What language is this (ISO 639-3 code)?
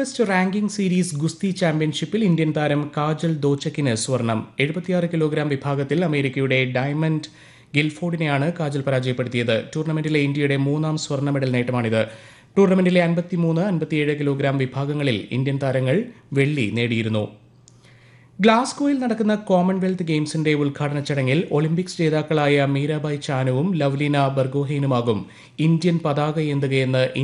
mal